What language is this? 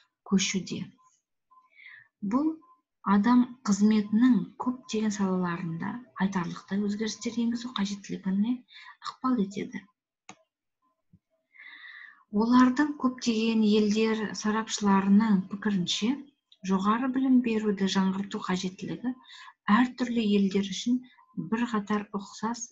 Kazakh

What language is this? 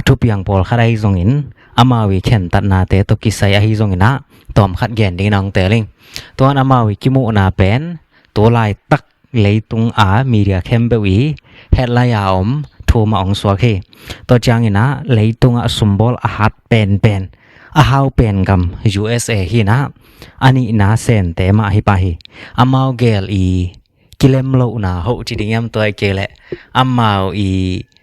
Tedim Chin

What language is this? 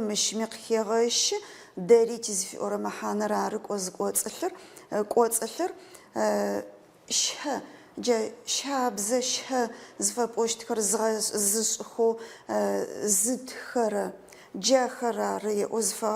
Adyghe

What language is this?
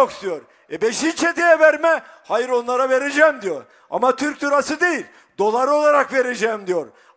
Turkish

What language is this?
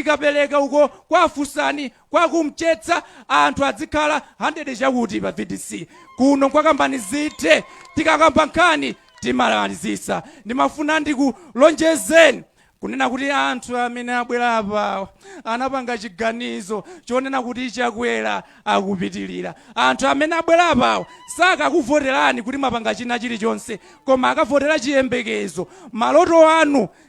Nyanja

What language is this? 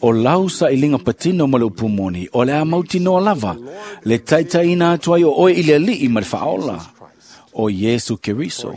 Samoan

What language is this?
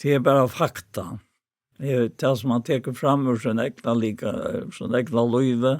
Faroese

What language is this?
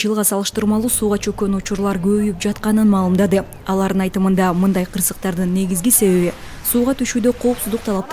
Kyrgyz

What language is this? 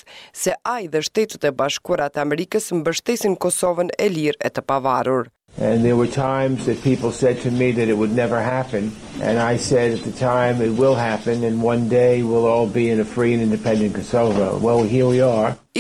Albanian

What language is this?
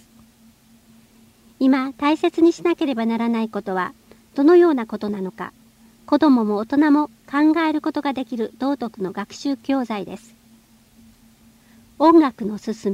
Japanese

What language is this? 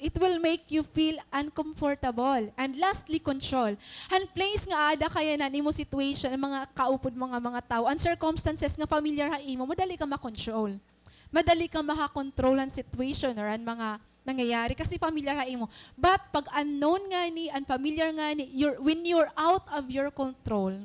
Waray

